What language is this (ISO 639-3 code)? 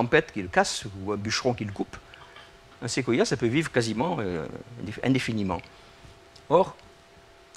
fra